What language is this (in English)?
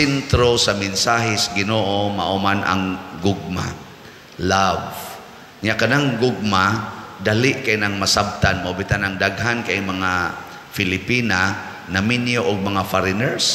Cebuano